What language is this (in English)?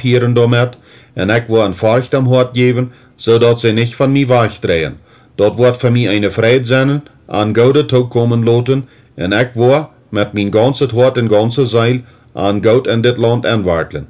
Plautdietsch